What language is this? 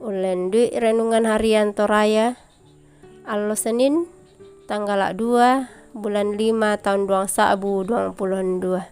Toraja-Sa'dan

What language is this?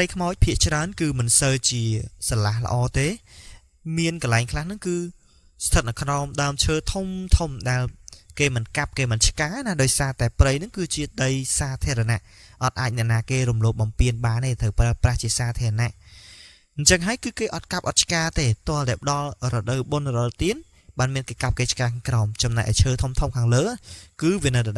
Khmer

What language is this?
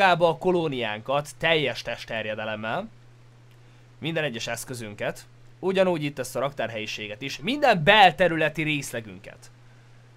Hungarian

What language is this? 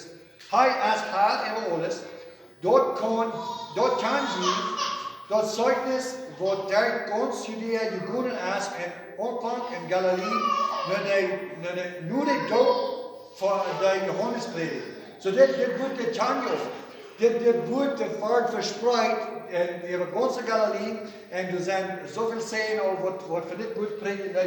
Plautdietsch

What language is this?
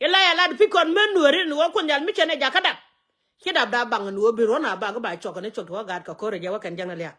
Nuer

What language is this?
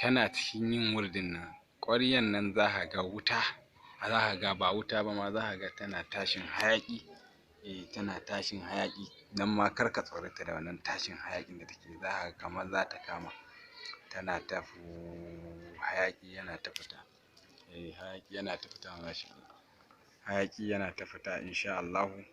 Hausa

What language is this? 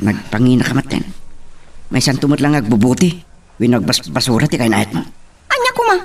Iloko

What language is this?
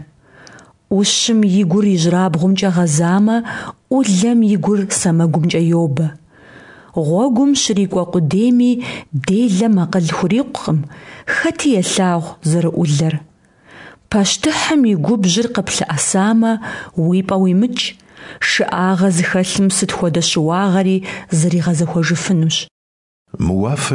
Kabardian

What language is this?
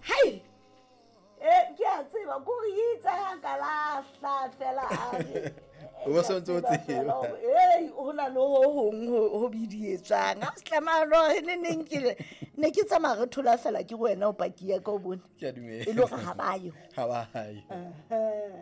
Southern Sotho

